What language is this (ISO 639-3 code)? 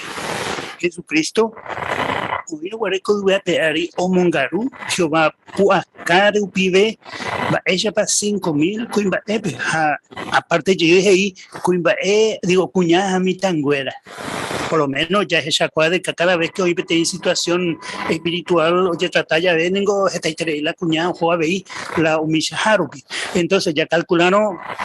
grn